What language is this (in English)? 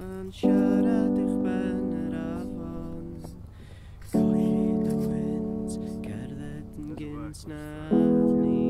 Welsh